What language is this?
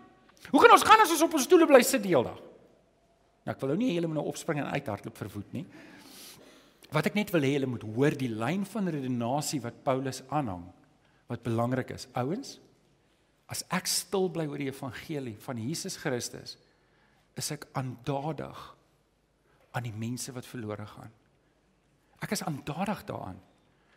Afrikaans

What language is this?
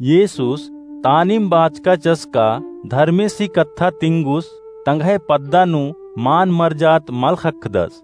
Kurukh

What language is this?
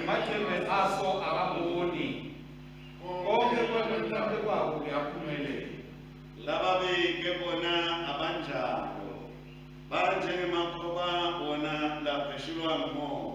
Swati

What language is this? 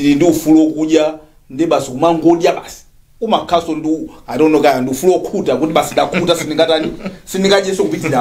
Nyanja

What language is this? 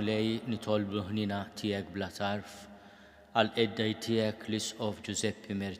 Maltese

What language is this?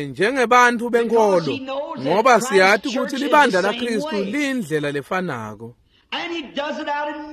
Swati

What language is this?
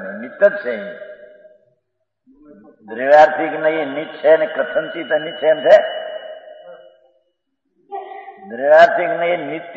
Gujarati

